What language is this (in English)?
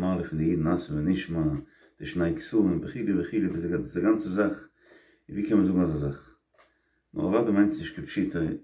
Yiddish